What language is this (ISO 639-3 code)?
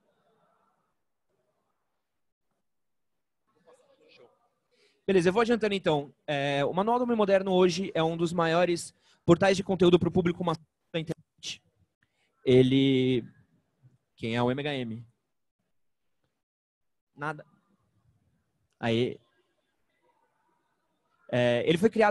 por